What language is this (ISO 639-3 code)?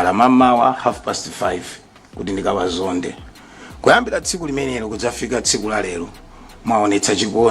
nya